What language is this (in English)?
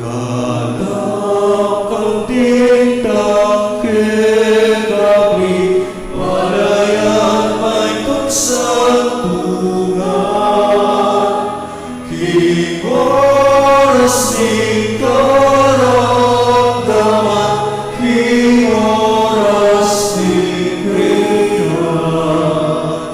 Pampanga